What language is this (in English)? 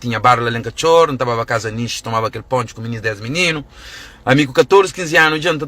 Kabuverdianu